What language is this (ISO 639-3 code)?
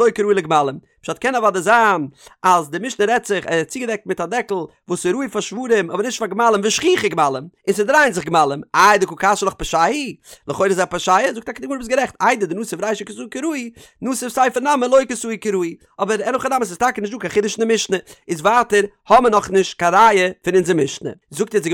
yid